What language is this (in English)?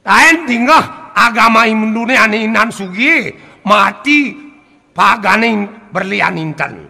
Balinese